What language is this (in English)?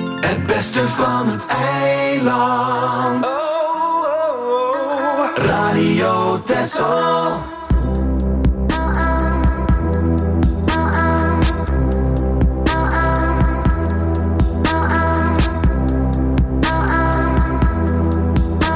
Dutch